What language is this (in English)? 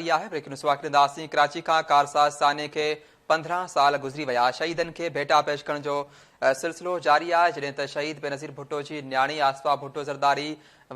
Sindhi